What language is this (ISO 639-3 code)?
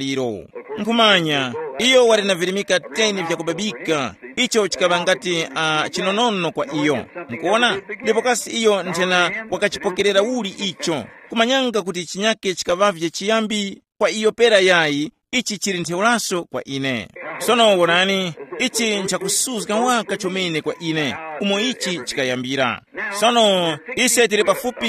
tum